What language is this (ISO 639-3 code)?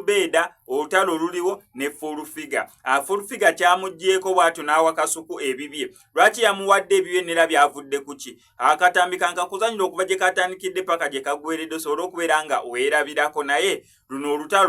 lug